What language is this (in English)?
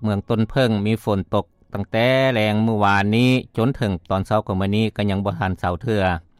Lao